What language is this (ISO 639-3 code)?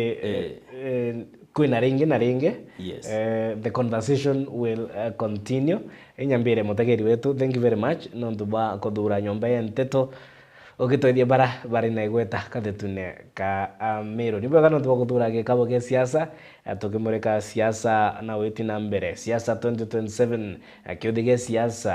mer